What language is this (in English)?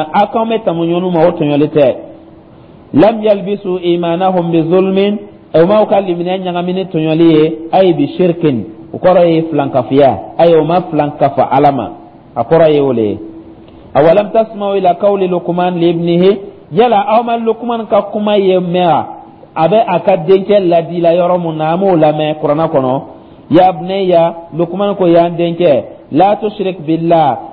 Dyula